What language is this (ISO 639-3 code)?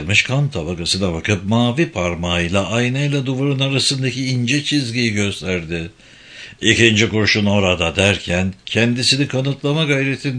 tur